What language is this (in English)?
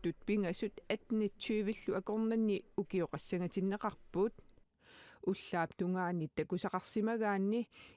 Kalaallisut